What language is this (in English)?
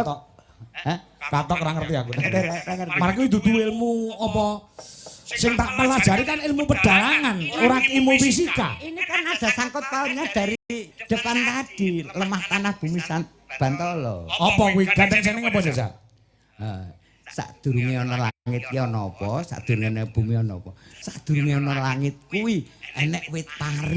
Javanese